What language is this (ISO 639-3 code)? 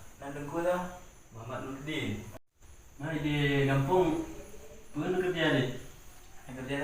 ace